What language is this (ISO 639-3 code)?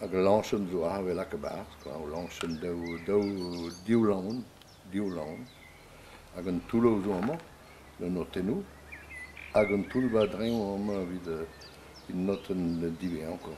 bre